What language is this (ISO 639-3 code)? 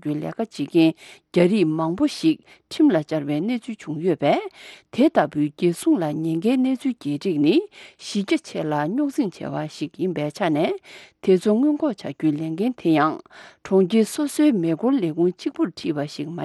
bod